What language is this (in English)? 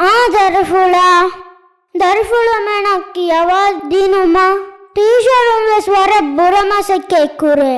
Divehi